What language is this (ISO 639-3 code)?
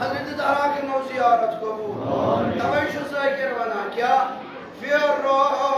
kas